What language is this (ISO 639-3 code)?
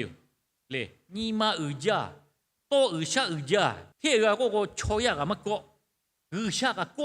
lhu